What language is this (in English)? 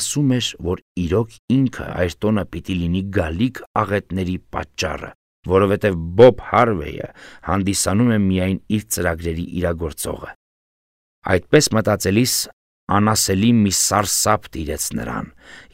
Armenian